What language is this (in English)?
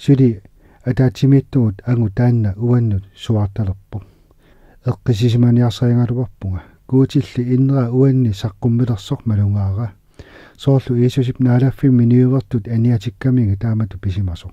Kalaallisut